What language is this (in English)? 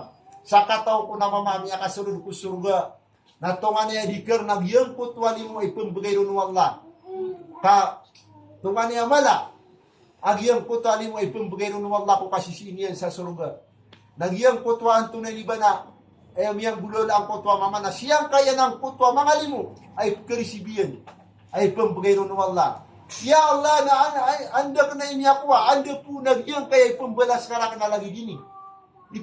Maranao